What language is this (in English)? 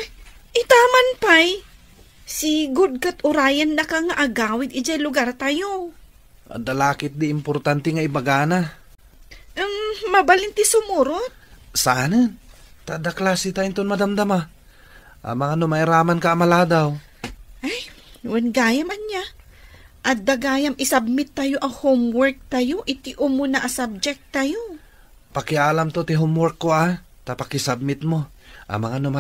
Iloko